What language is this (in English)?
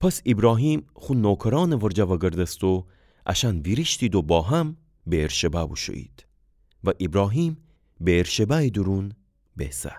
Gilaki